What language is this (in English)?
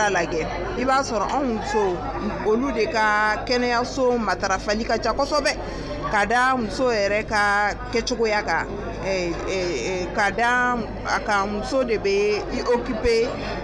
Bambara